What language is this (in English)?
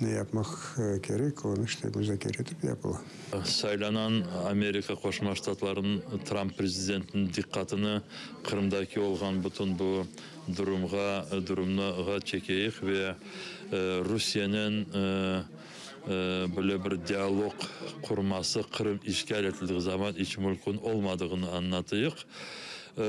Crimean Tatar